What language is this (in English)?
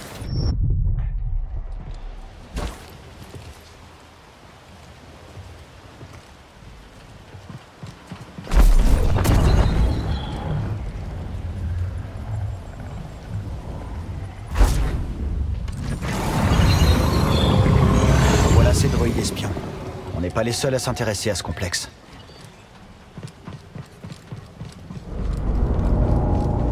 French